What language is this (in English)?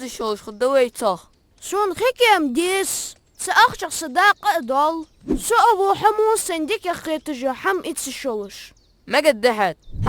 Ingush